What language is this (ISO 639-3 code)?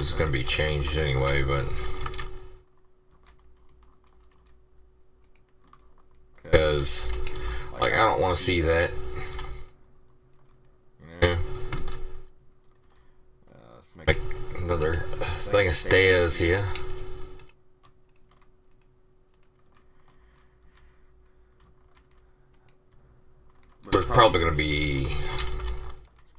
eng